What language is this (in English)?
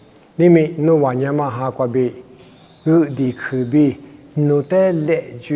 Lisu